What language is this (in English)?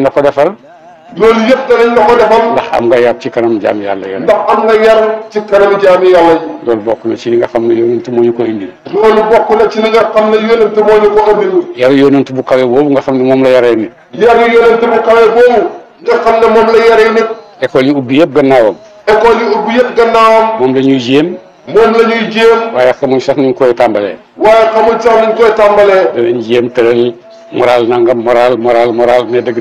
Wolof